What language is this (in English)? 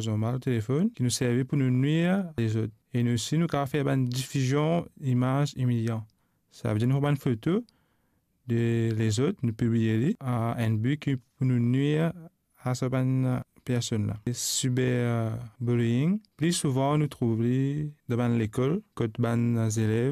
Morisyen